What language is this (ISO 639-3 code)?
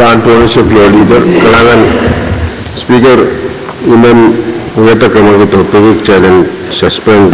pon